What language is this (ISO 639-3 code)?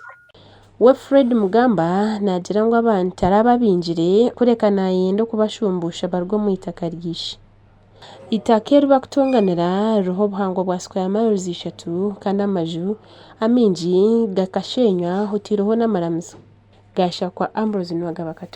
nyn